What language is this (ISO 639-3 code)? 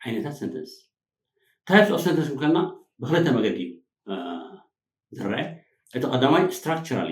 tir